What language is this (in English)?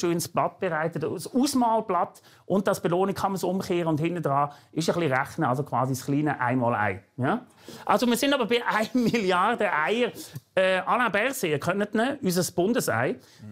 Swiss German